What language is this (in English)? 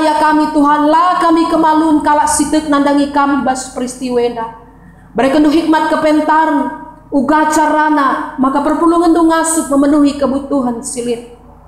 Batak Karo